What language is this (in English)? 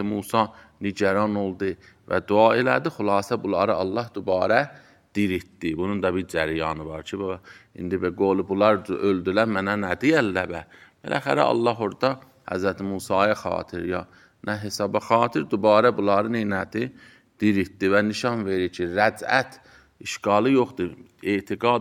Azerbaijani